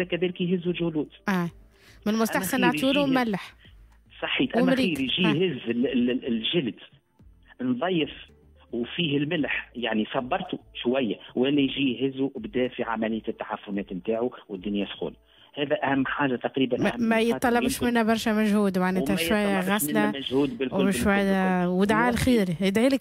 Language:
Tunisian Arabic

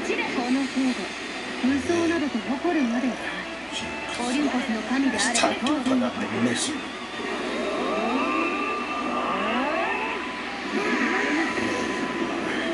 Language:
Japanese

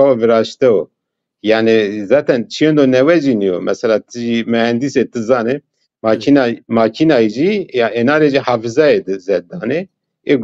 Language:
Zaza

